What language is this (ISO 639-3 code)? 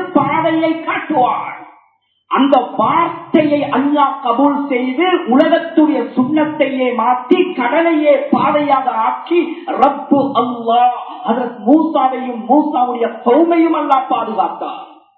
tam